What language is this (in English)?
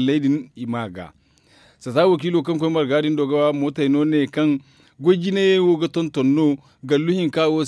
Zarma